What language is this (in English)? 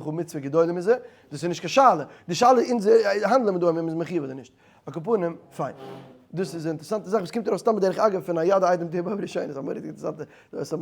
Yiddish